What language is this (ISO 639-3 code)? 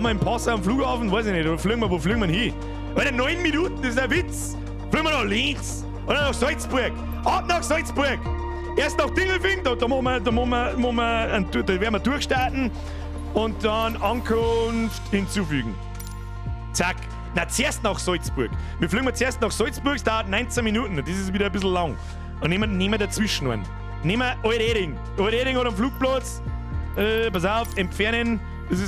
bar